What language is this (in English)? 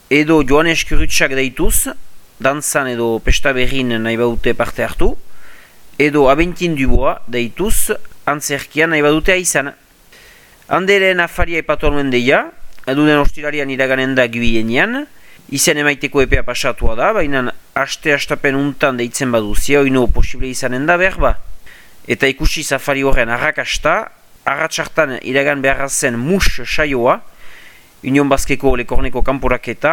Basque